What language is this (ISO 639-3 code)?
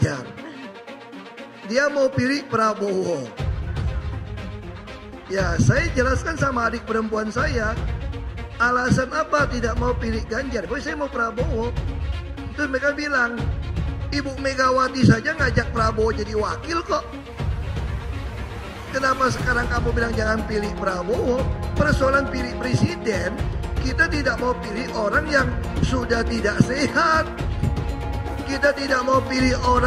ind